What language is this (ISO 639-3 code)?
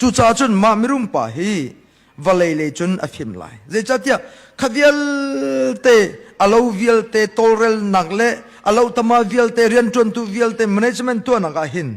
cnh